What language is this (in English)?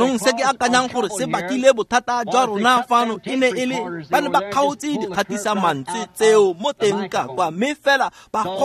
Tswana